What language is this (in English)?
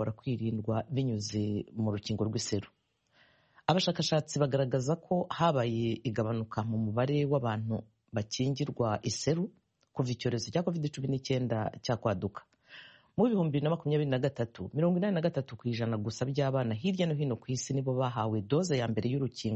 Kinyarwanda